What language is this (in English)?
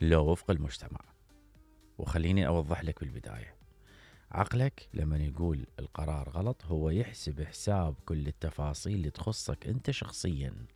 Mesopotamian Arabic